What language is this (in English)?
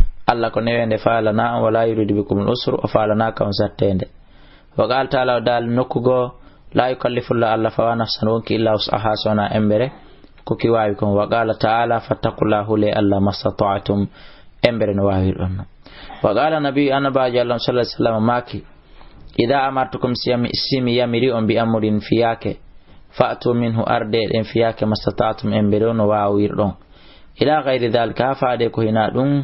Fula